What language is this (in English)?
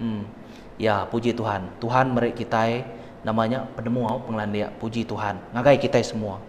Iban